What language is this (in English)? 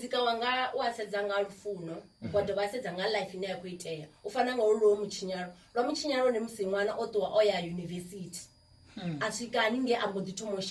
Venda